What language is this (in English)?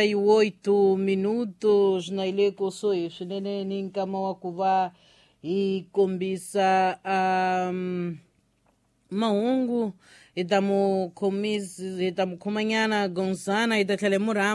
Tsonga